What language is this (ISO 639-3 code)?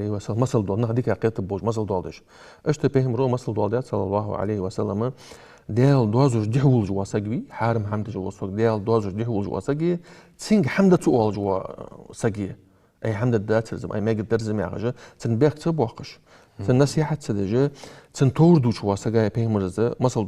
inh